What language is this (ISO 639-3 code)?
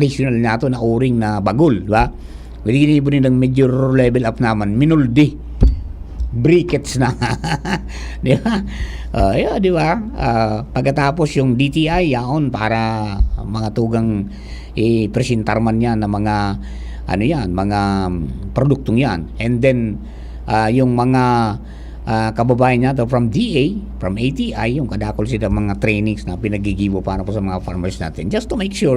bik